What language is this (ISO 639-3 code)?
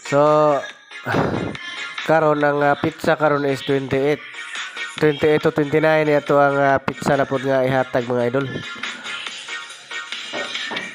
ceb